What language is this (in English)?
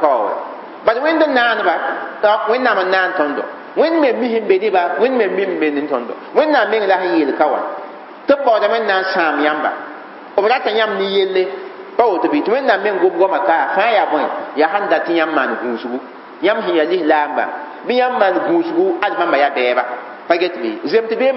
Mossi